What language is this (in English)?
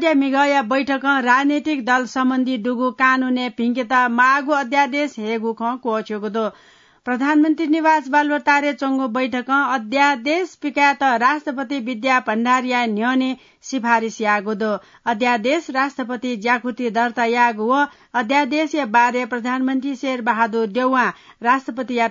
Newari